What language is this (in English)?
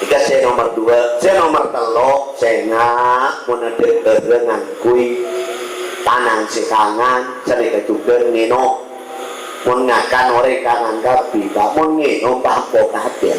Madurese